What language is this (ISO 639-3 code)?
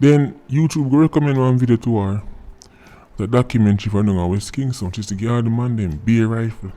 jam